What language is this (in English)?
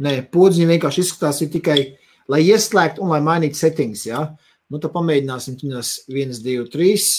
Latvian